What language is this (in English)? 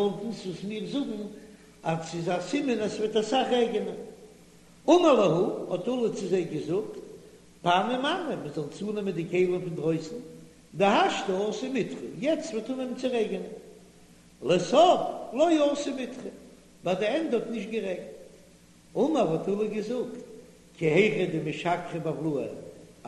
Yiddish